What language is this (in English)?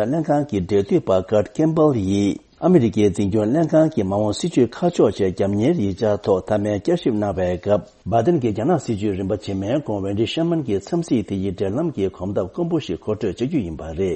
Tibetan